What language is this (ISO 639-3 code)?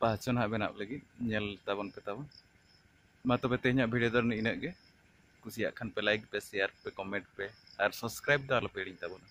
sat